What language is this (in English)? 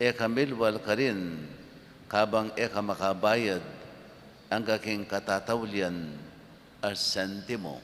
Pampanga